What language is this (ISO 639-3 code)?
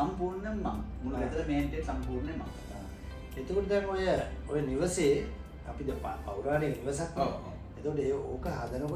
sin